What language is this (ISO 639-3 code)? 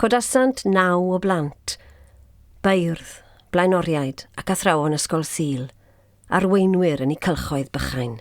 cym